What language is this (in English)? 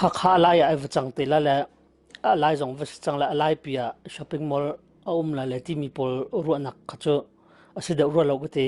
Hakha Chin